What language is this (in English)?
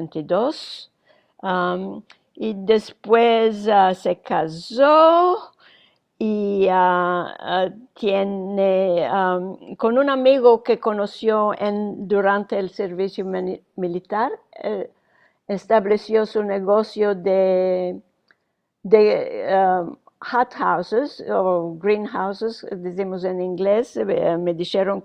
Ladino